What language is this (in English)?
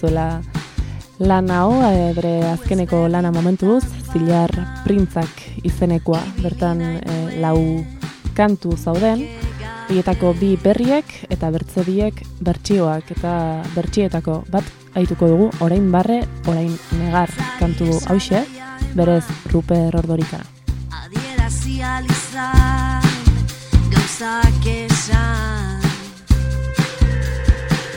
Basque